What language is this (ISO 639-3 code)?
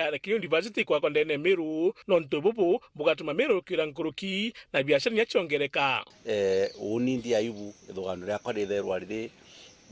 mer